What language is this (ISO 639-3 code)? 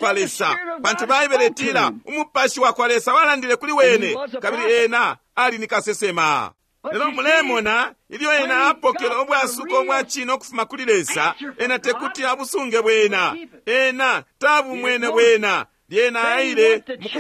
bem